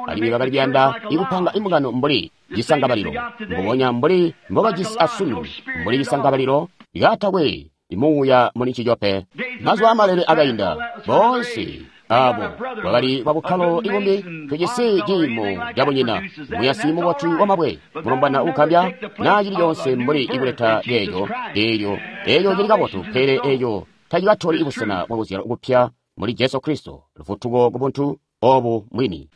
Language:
Tonga (Zambia)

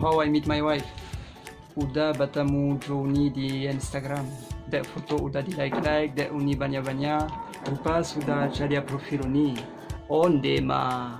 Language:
Minangkabau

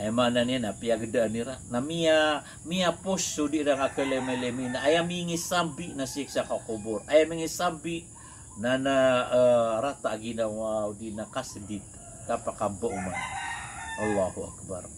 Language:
Maranao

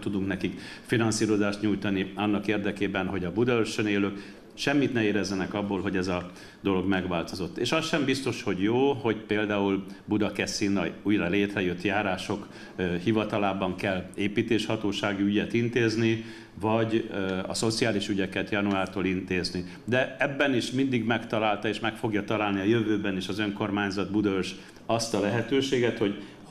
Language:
Hungarian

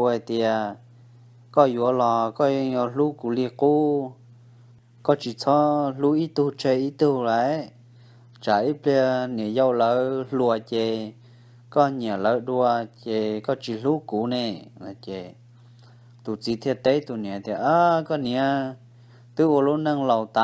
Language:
Hmong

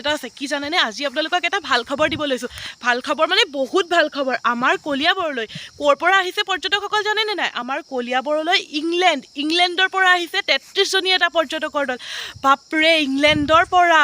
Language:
Assamese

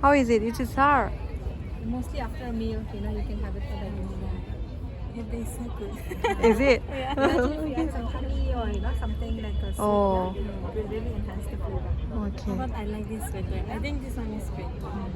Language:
Tangkhul Naga (India)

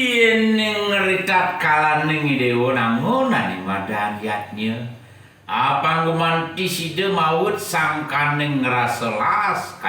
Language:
Balinese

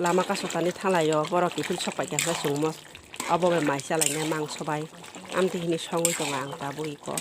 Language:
Kok Borok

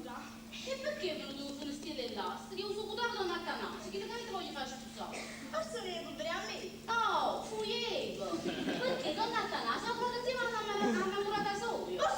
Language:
Neapolitan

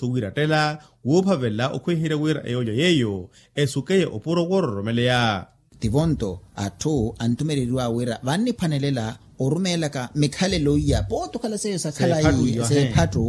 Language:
Makhuwa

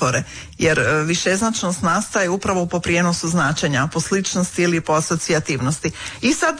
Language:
Croatian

